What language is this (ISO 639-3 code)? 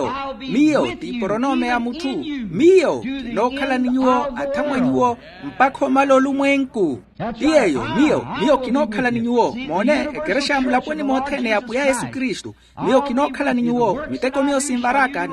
vmw